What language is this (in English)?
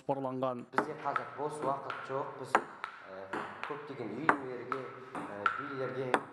Kazakh